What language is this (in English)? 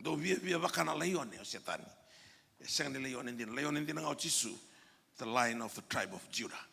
Fijian